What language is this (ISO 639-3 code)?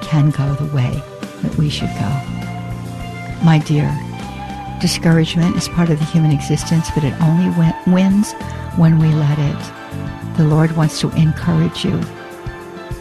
eng